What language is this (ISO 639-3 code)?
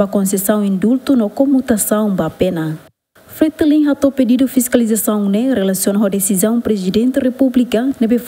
tet